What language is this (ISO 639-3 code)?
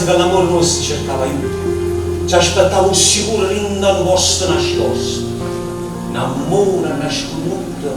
nap